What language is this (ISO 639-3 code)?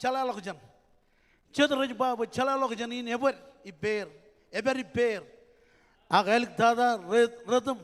mah